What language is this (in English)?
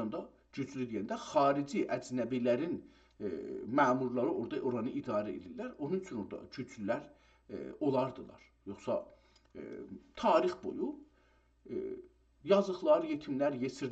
South Azerbaijani